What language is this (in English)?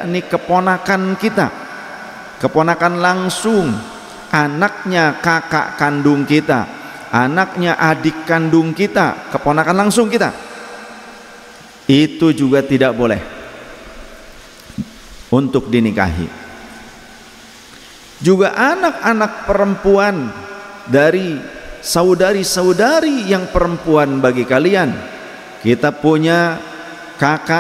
Indonesian